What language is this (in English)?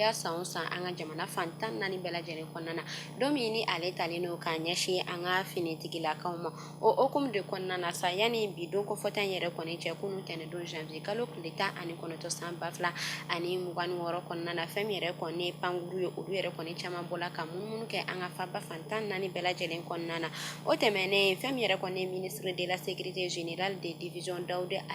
Bambara